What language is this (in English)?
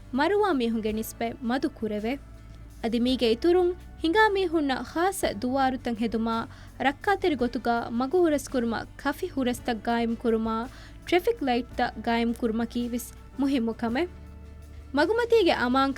Divehi